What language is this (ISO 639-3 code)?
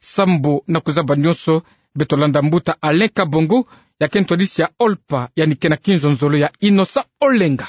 ktu